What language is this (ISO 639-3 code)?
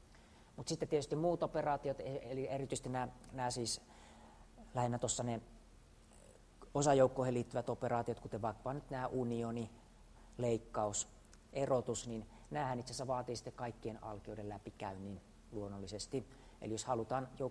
fin